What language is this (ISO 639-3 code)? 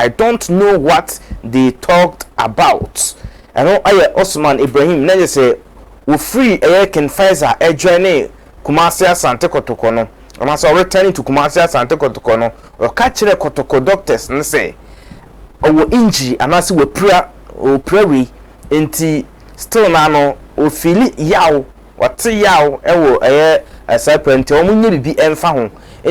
aka